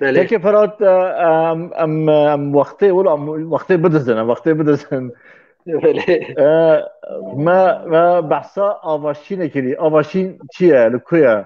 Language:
Kurdish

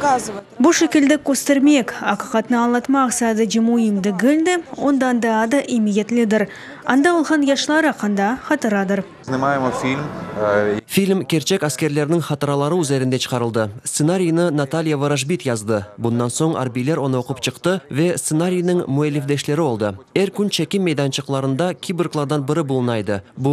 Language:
Crimean Tatar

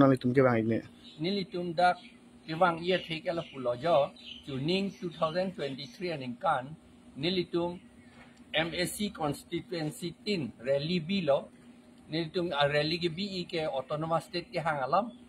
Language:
Karbi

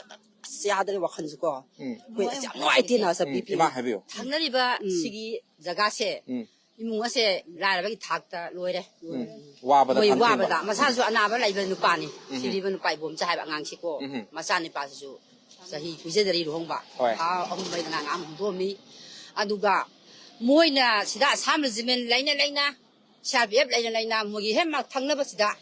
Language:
Manipuri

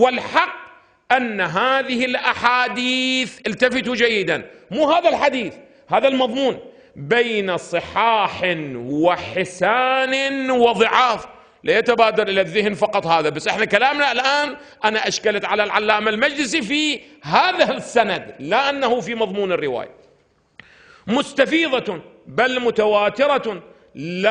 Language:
Arabic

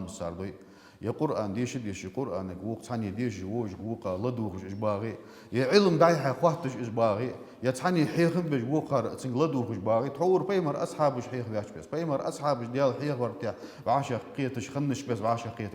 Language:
Ingush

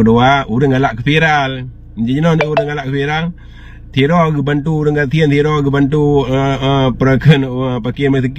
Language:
Achinese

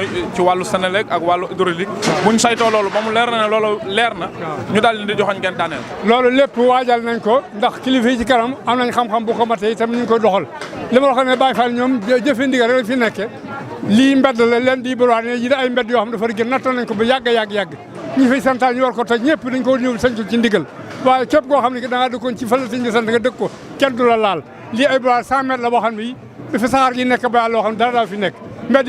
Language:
Wolof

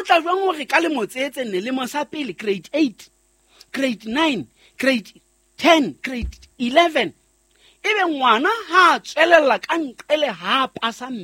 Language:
Southern Sotho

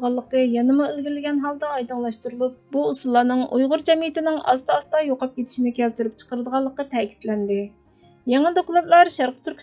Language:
Uyghur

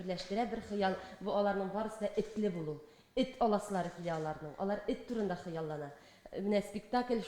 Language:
Tatar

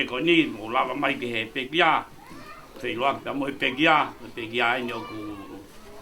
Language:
Tongan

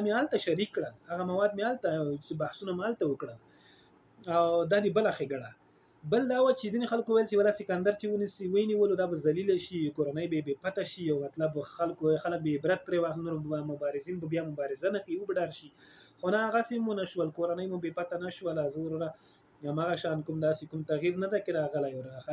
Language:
Pashto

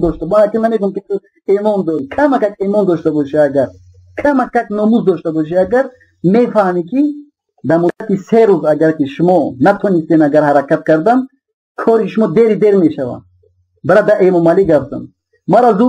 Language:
Tajik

